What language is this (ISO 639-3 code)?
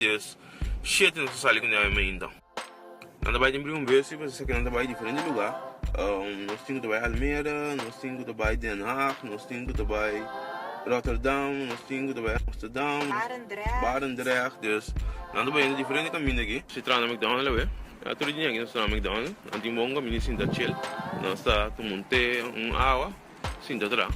pap